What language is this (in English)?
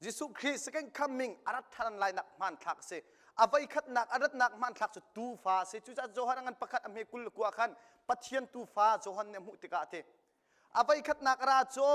Hakha Chin